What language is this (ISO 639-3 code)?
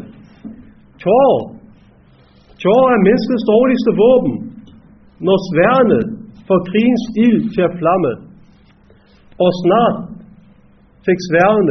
dan